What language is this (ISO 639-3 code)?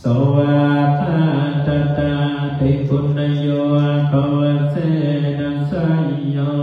pli